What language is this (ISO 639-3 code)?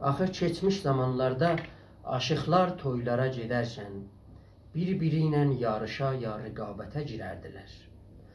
azb